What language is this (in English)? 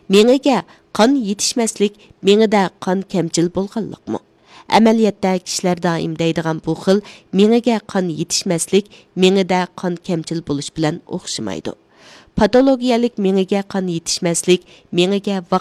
Uyghur